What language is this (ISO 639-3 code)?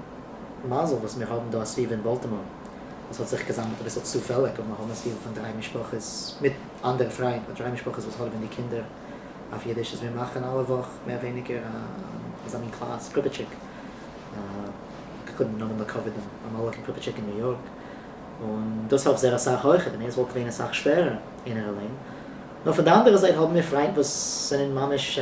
yid